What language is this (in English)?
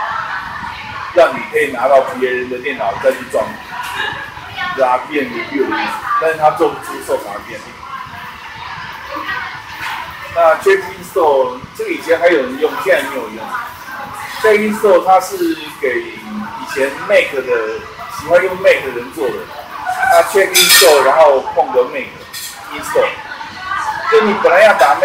Chinese